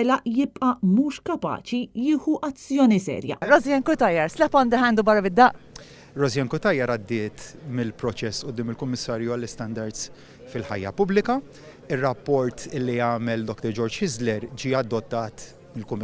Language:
Maltese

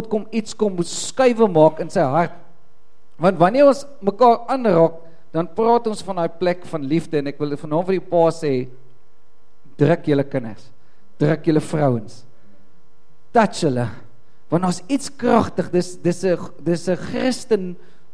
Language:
Afrikaans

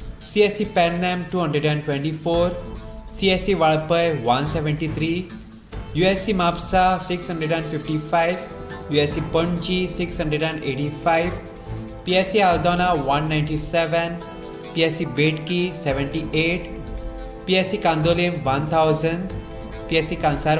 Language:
Konkani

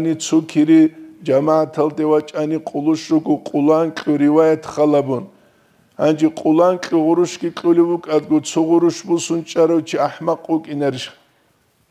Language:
Avaric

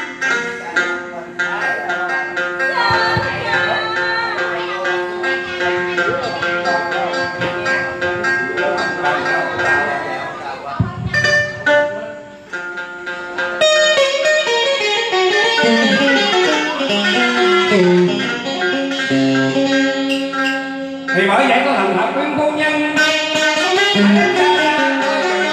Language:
Vietnamese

